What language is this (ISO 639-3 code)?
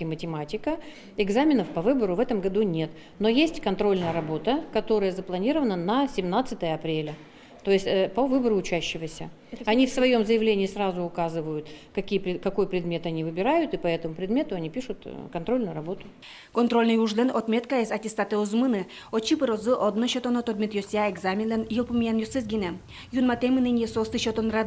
udm